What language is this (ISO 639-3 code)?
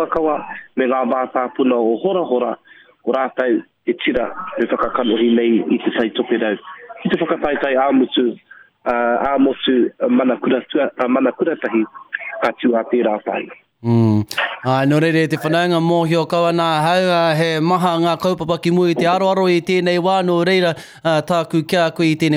mri